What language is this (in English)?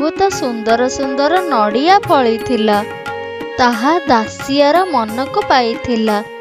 Odia